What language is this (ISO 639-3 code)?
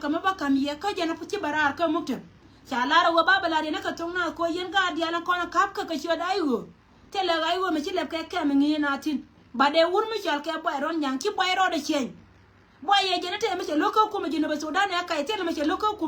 nus